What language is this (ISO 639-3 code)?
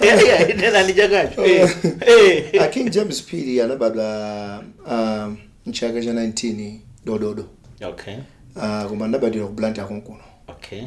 nya